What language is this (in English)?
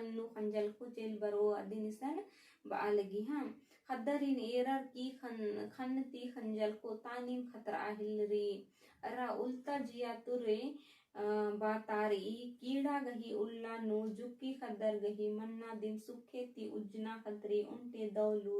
Kurukh